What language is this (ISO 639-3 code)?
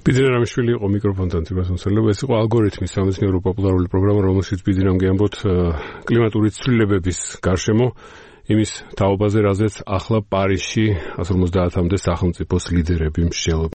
kat